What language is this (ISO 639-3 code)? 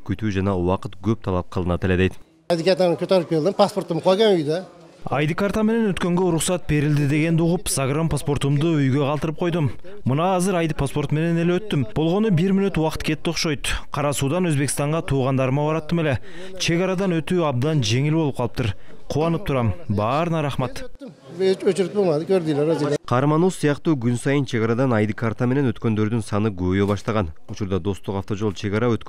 kir